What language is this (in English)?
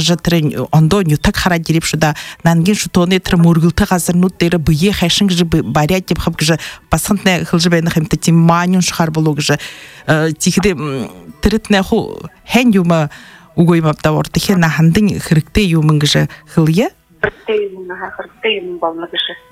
Buriat